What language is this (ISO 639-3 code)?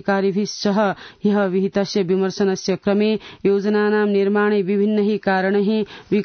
san